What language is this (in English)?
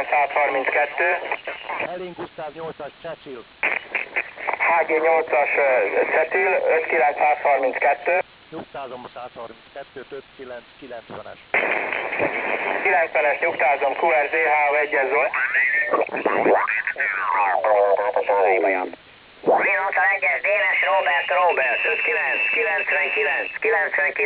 Hungarian